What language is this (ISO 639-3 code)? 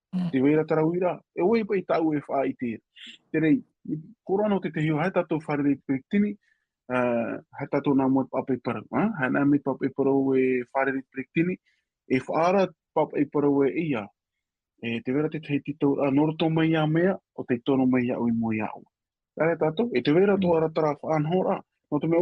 tah